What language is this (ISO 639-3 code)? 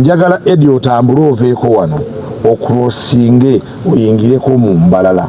lug